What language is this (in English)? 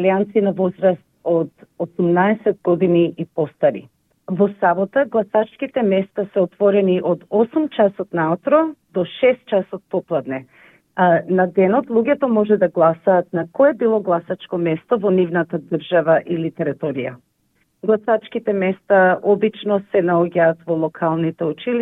Macedonian